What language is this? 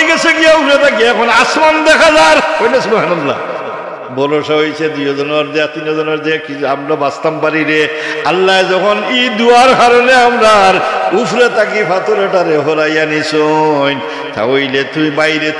Sylheti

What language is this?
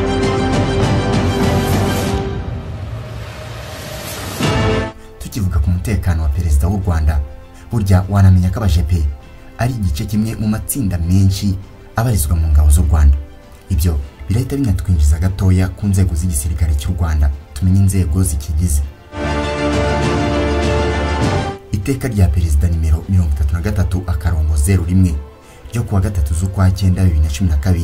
Kinyarwanda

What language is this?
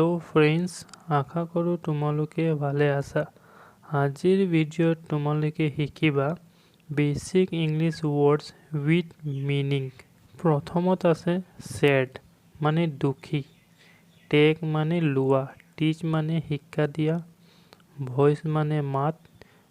Assamese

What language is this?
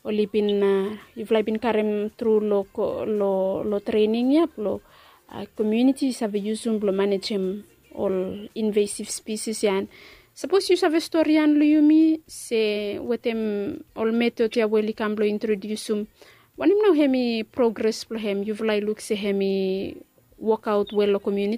Bislama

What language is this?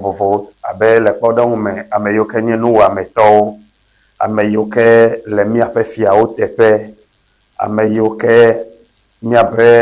Ewe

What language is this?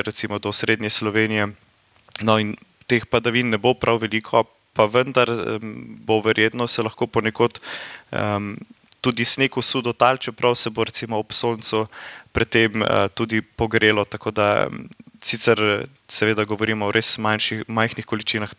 Slovenian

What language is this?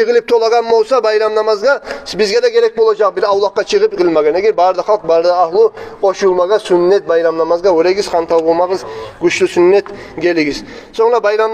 Kumyk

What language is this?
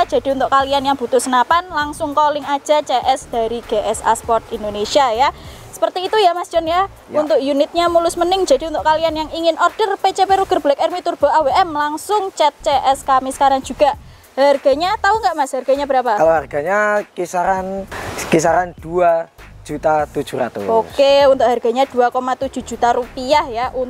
Indonesian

